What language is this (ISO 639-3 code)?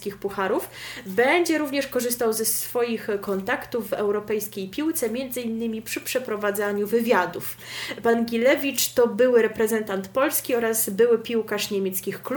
pol